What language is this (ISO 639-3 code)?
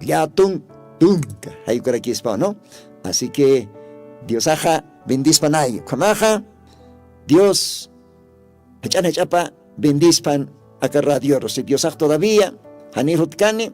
aym